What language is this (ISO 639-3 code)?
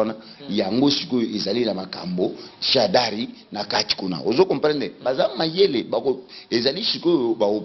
lin